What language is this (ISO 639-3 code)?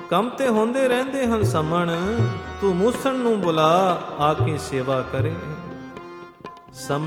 pan